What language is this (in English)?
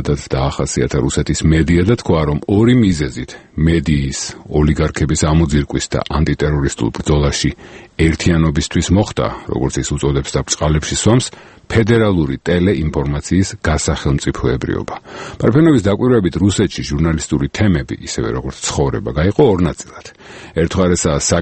Georgian